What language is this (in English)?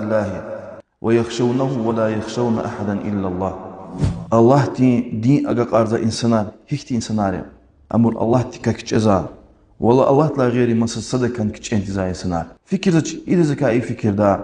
Lezghian